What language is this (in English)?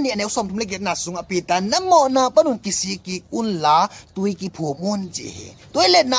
Tedim Chin